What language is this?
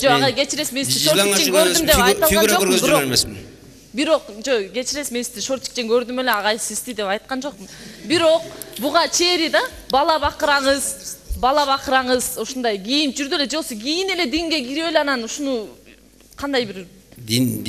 Kyrgyz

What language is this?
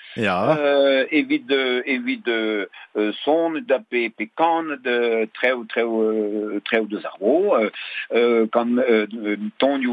Breton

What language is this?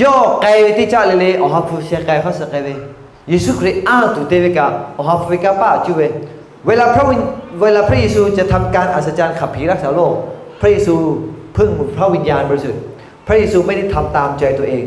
Lahu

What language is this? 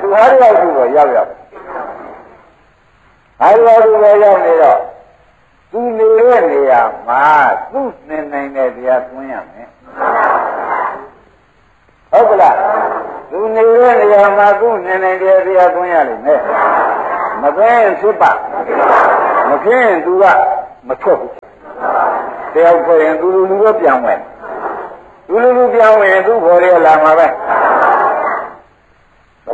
Burmese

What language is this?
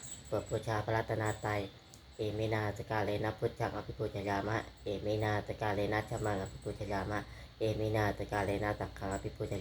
Pali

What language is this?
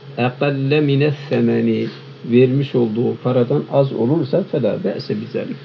Turkish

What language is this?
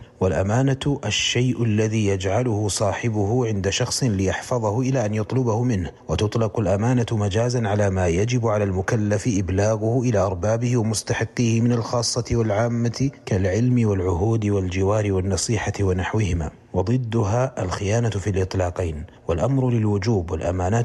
Arabic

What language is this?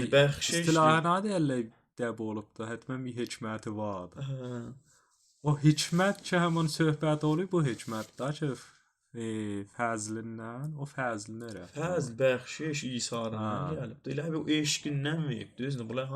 South Azerbaijani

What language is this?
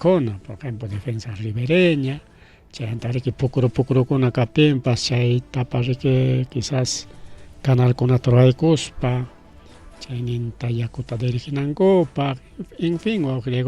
Ayacucho Quechua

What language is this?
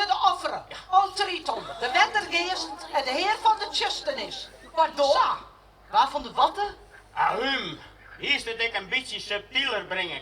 Western Frisian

